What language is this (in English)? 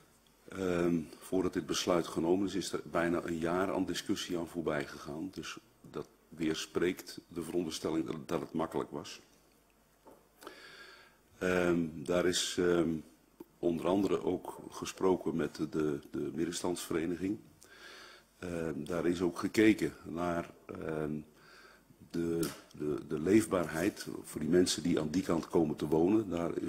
Dutch